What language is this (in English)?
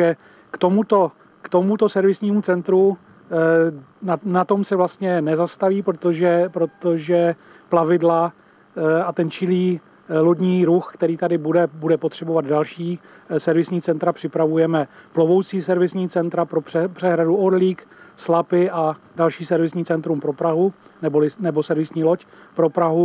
Czech